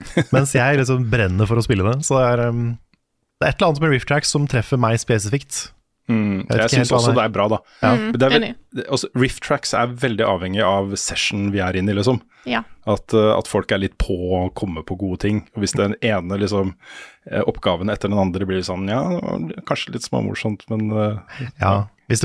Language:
Norwegian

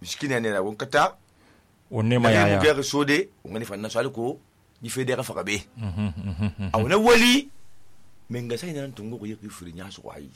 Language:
Susu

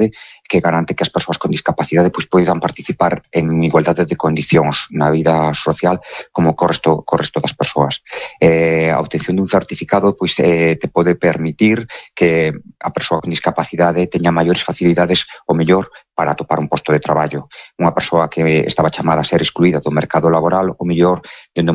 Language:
Galician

